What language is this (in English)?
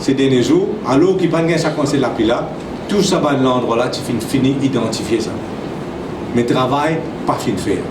Morisyen